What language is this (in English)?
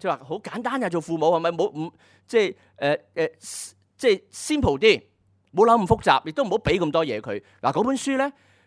Cantonese